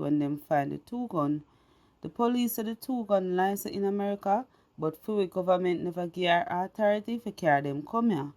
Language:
Jamaican Creole English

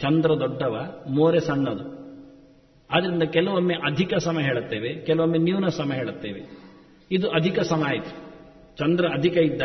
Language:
Kannada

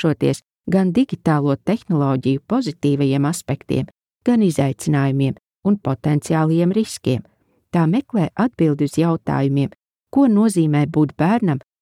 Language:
Latvian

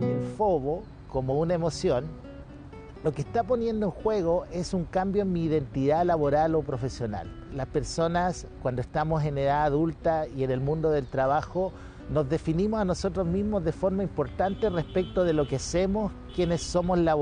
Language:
Spanish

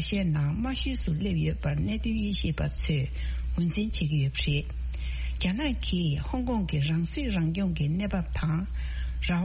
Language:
Tibetan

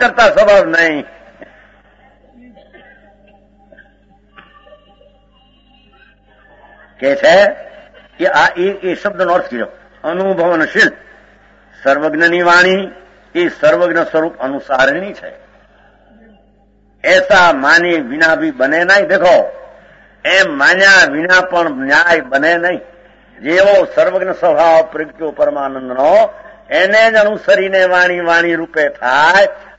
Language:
Gujarati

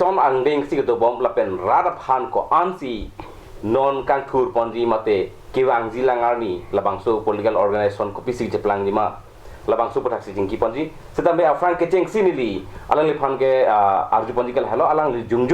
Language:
Karbi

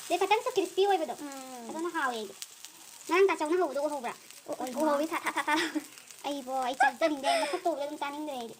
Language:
Manipuri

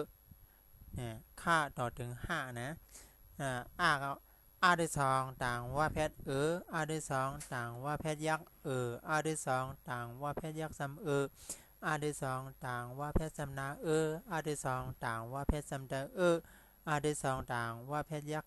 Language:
Shan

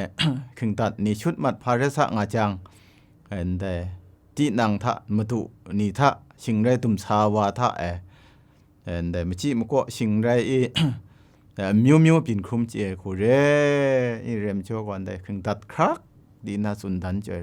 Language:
Kachin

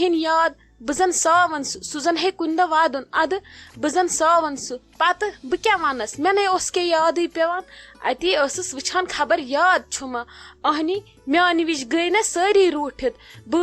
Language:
Kashmiri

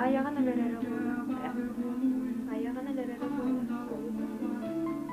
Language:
Yakut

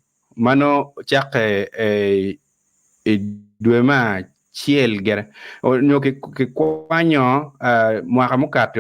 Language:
Acoli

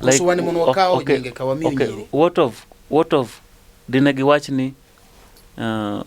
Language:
Luo (Kenya and Tanzania)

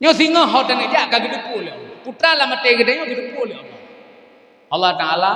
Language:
Achinese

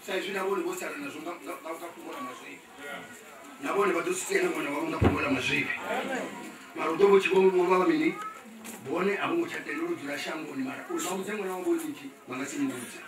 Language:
Venda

